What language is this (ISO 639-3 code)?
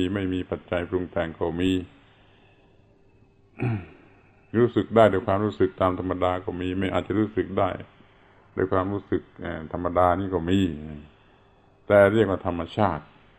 tha